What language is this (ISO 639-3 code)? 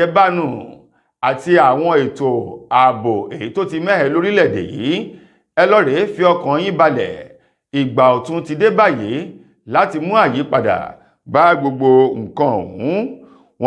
yor